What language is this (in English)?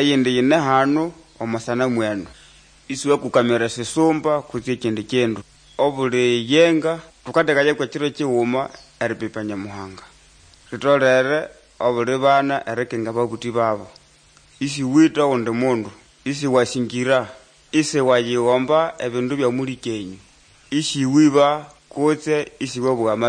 Nande